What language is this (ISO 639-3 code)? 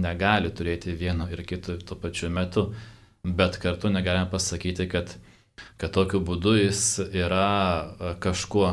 lit